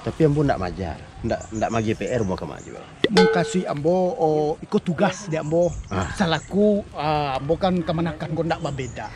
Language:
Minangkabau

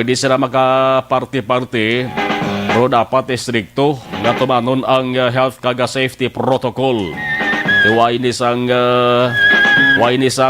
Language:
Hiligaynon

